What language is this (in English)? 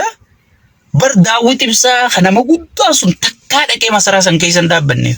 Oromo